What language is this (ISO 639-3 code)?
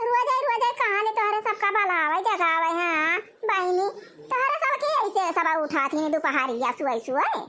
awa